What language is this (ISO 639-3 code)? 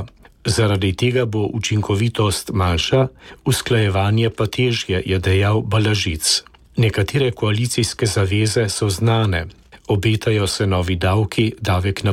slv